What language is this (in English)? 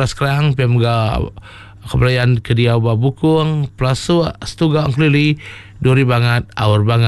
Iban